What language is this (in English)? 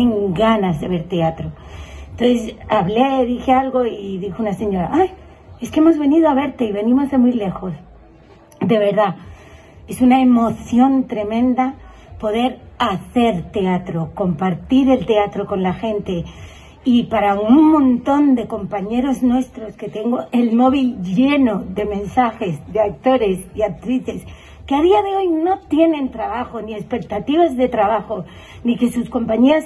Spanish